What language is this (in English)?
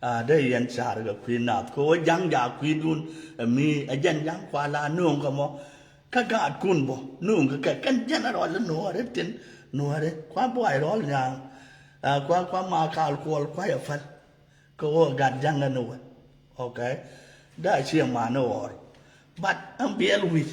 Nuer